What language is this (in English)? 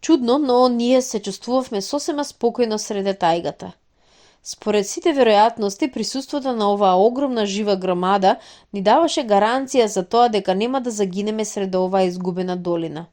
Macedonian